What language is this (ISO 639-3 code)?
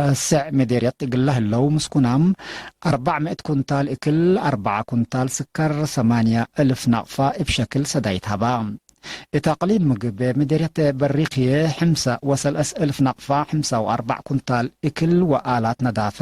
tig